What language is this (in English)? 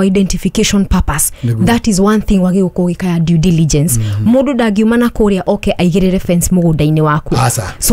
Kikuyu